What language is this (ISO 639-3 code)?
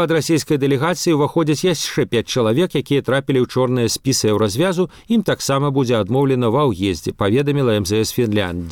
bel